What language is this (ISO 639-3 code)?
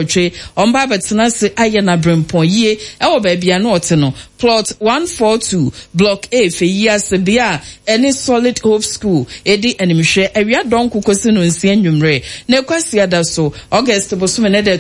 aka